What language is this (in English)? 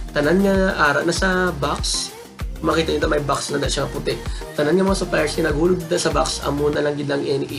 Hiligaynon